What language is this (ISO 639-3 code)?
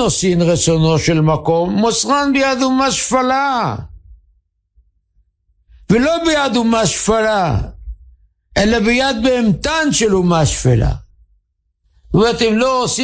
heb